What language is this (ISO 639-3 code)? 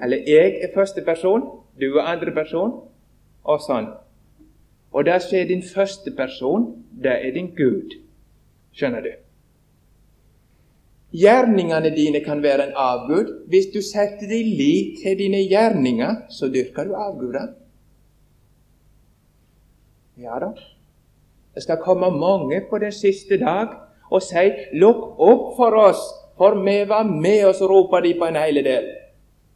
nor